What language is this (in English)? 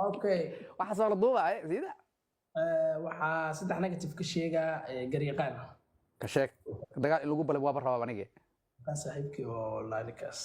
Somali